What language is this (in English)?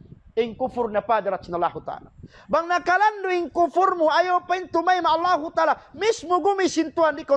Tausug